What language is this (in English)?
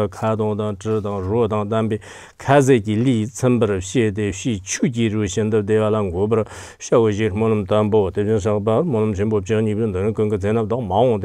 Chinese